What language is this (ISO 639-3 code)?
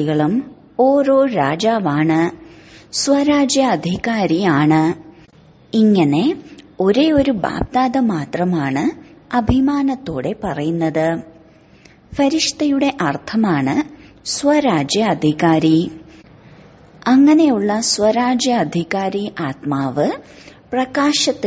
mal